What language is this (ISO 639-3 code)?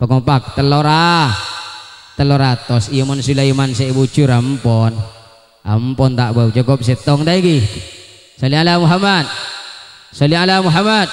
mad